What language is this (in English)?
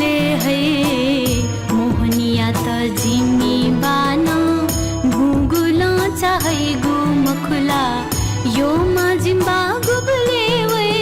Newari